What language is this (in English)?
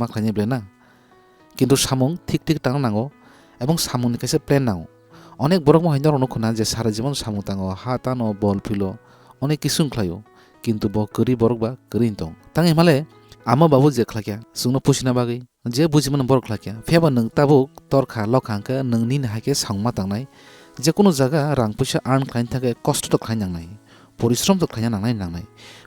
Kok Borok